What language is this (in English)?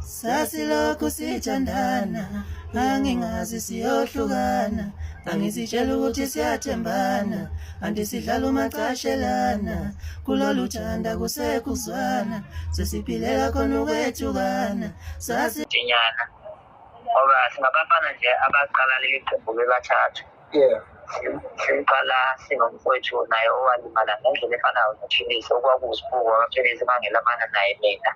Zulu